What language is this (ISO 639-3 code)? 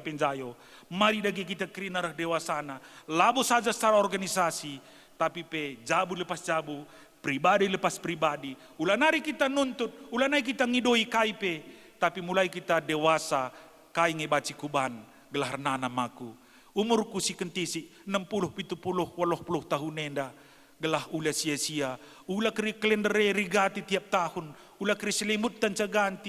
btx